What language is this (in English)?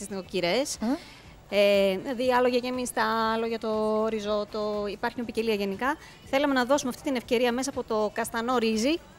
Greek